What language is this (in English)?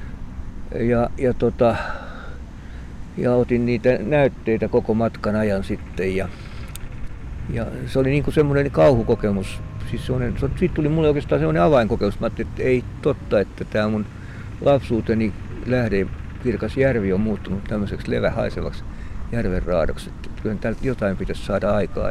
Finnish